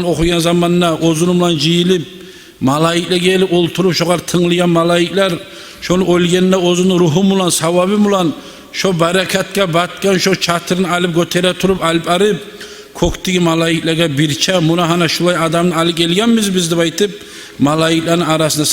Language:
Kumyk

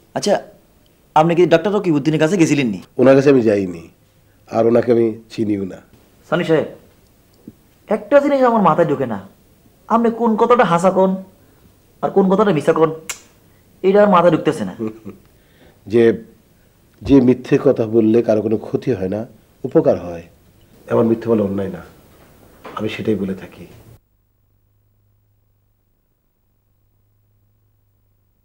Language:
Bangla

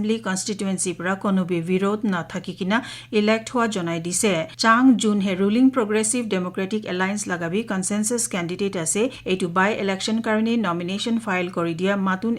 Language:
Naga Pidgin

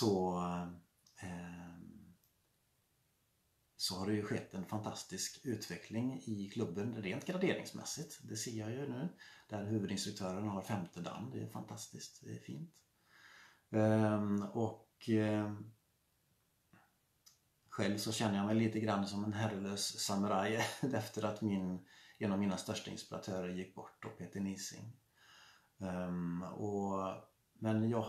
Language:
Swedish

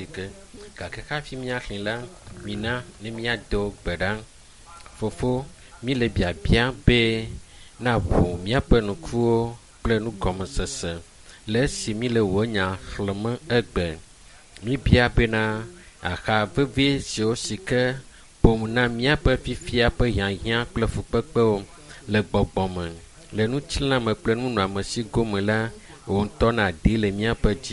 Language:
Ewe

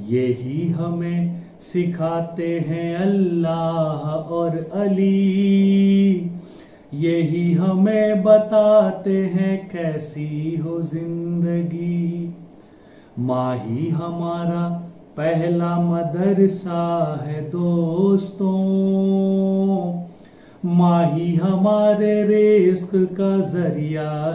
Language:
Urdu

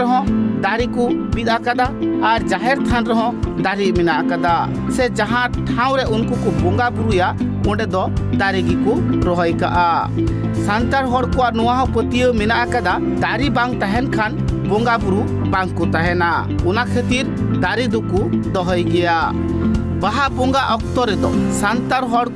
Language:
Santali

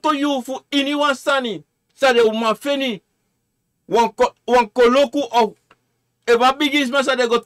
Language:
Sranan Tongo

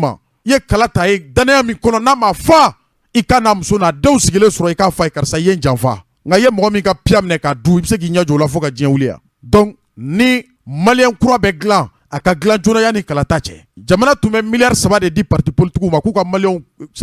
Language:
Bambara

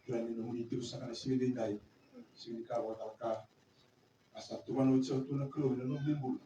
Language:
Fijian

